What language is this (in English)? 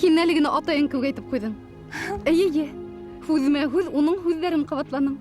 Bashkir